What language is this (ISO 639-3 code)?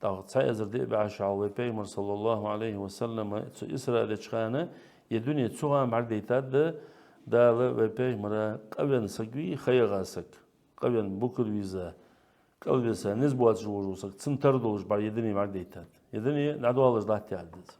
inh